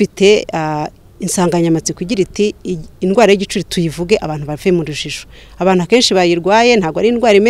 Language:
Kinyarwanda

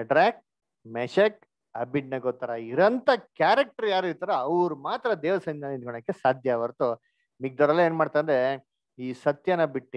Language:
Kannada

